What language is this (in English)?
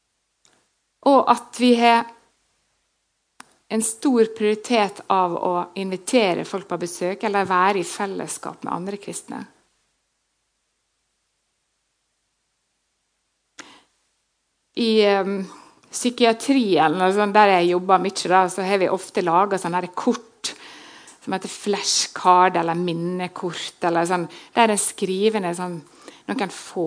Norwegian